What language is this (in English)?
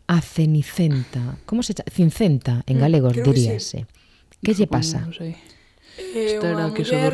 Galician